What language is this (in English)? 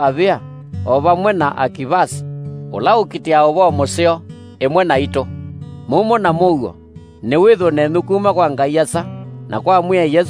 Kamba